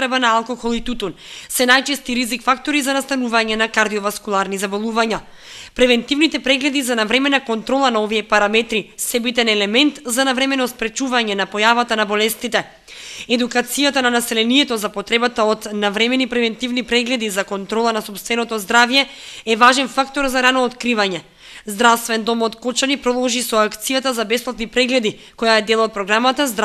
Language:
Macedonian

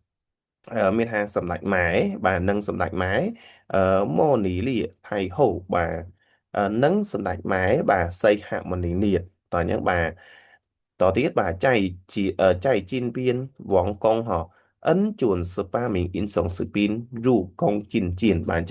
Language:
Khmer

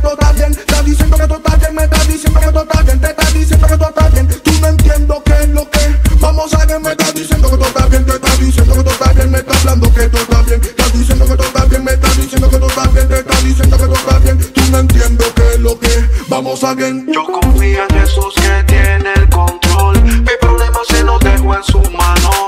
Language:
Spanish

